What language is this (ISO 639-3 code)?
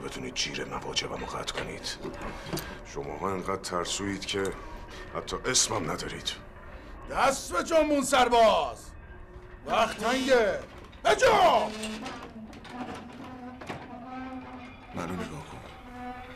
fas